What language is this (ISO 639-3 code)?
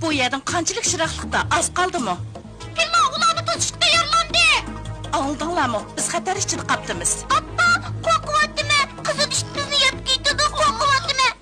uig